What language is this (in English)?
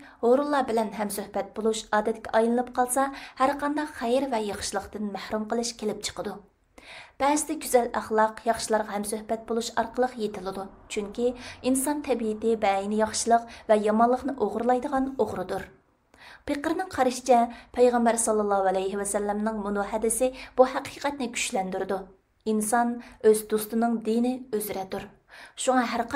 Uyghur